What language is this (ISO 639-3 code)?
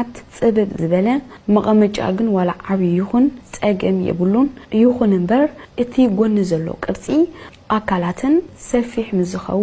tir